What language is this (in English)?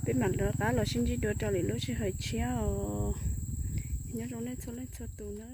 Hmong